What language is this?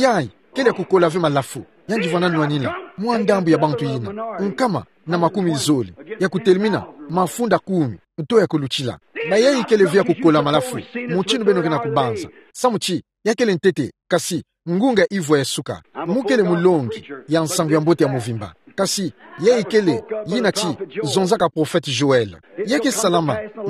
Kituba (Democratic Republic of Congo)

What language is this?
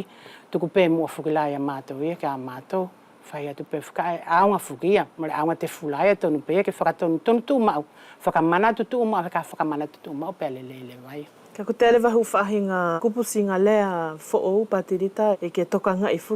Wallisian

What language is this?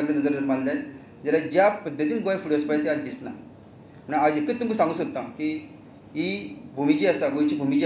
Konkani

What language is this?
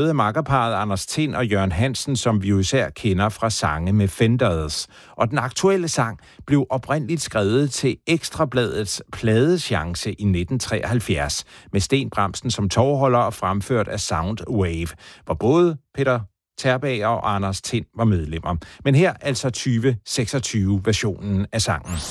Danish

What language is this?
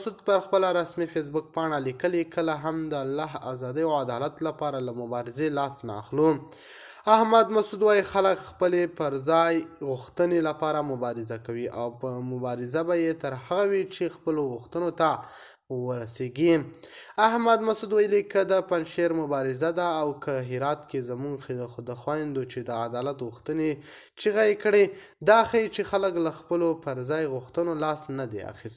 Pashto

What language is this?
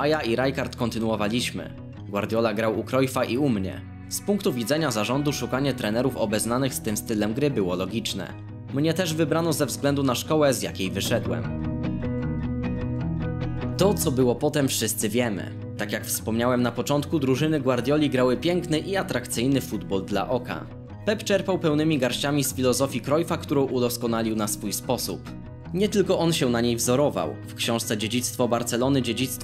Polish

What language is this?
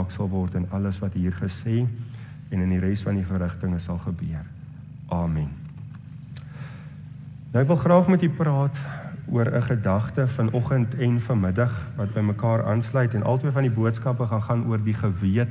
Afrikaans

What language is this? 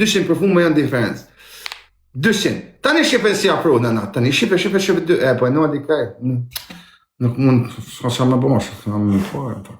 Albanian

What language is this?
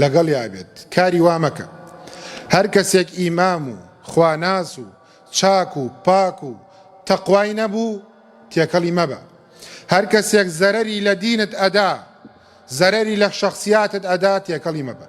Central Kurdish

